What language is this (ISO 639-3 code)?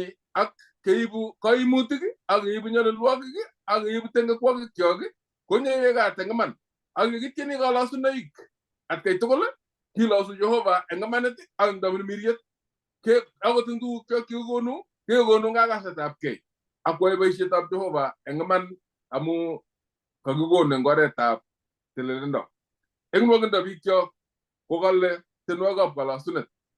kln